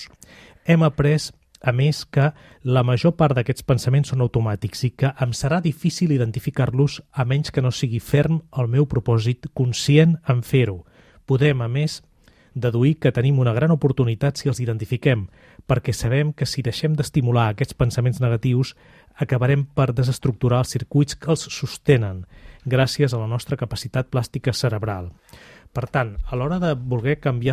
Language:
Catalan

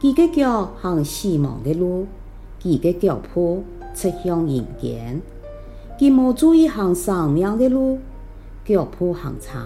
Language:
Hakka Chinese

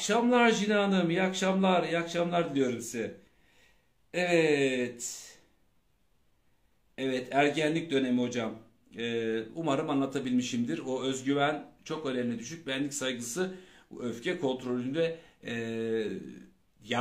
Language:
Turkish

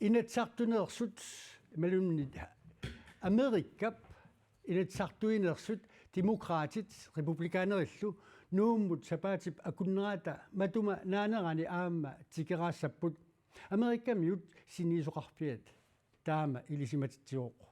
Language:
Kalaallisut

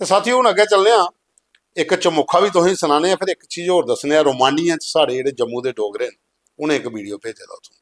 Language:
Dogri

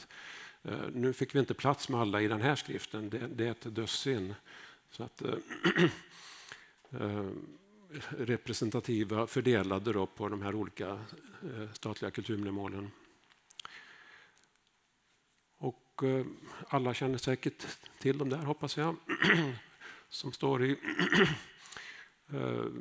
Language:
Swedish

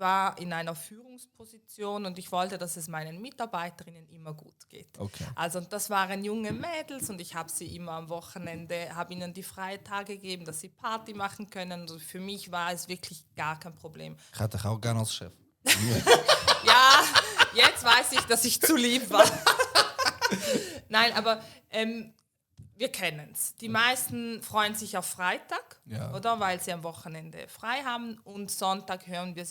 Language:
Swiss German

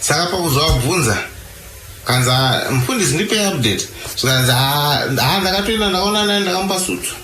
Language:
Shona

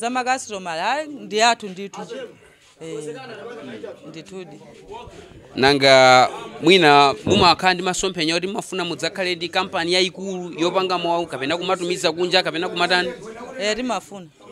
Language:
Nyanja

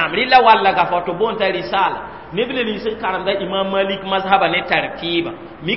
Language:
Mossi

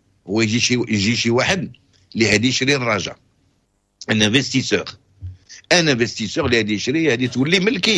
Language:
Moroccan Arabic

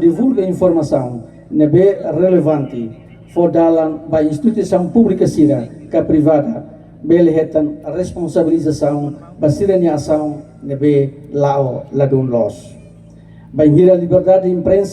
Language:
Tetum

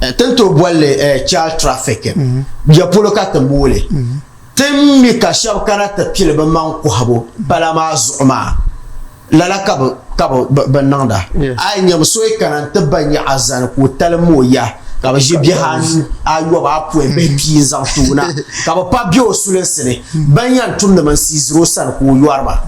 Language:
Dagbani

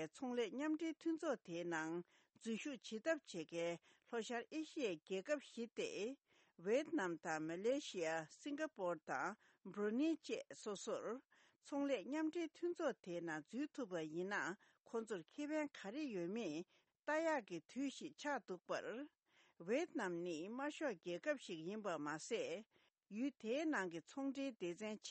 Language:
Tibetan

